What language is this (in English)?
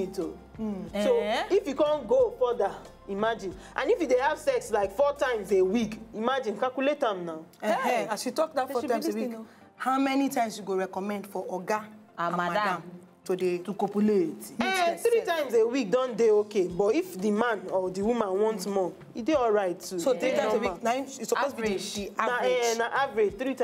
Nigerian Pidgin